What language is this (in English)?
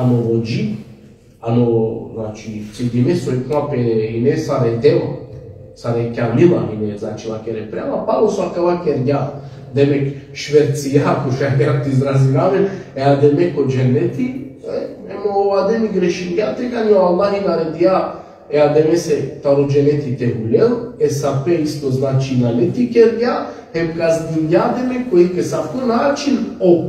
Balkan Romani